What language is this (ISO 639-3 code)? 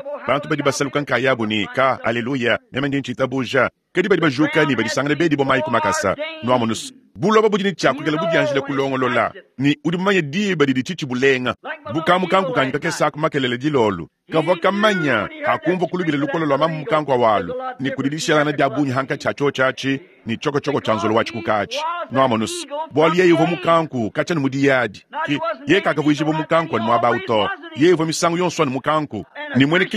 lua